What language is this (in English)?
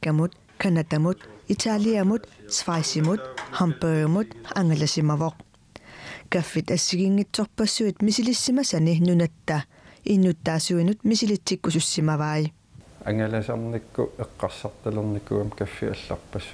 Kalaallisut